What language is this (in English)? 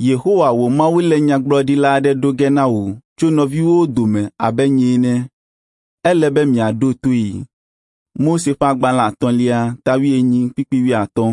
Ewe